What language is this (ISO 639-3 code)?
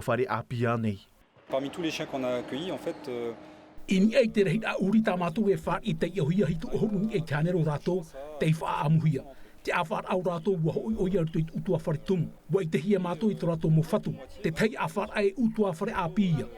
tah